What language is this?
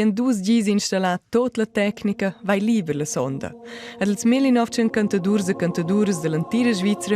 Romansh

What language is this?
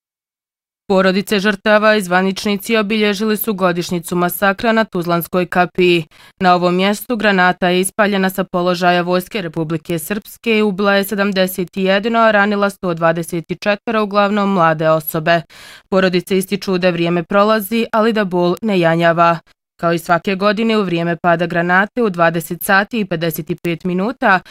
Bosnian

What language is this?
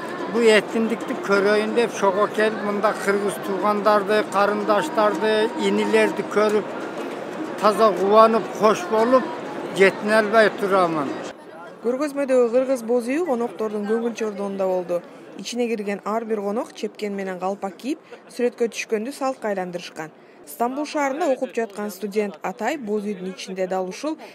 Kyrgyz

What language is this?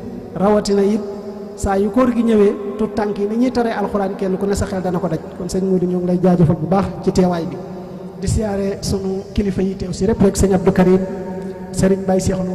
Wolof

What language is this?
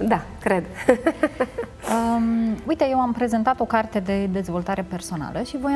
Romanian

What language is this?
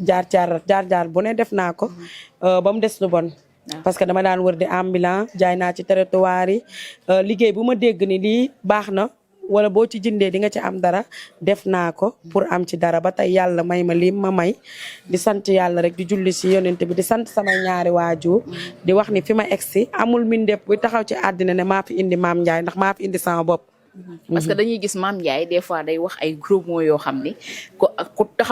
Wolof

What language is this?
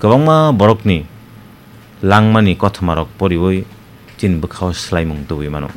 Kok Borok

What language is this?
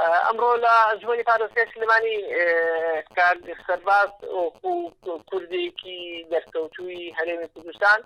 Central Kurdish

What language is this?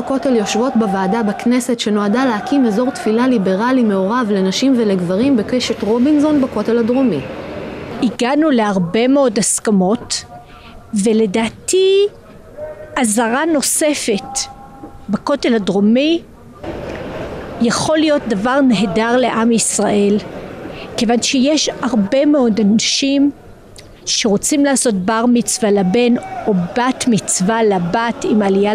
Hebrew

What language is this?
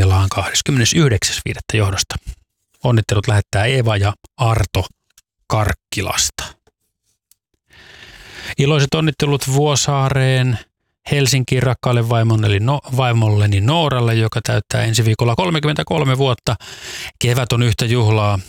Finnish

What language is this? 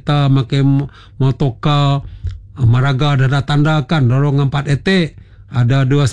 Malay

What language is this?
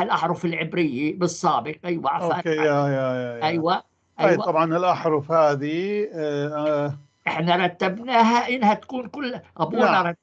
North Levantine Arabic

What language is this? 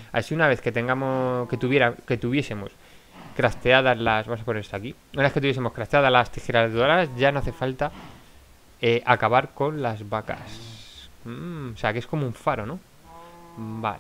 Spanish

